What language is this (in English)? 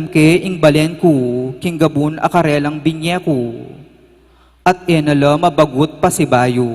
Pampanga